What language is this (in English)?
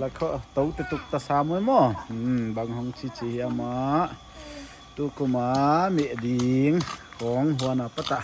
Paite Chin